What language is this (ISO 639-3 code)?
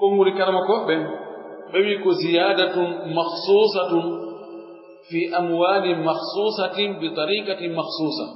fuf